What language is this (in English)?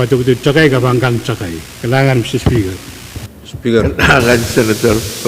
Pohnpeian